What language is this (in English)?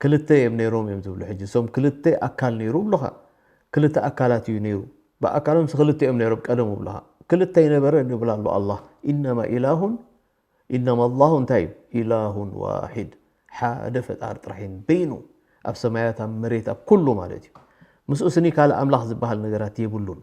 Tigrinya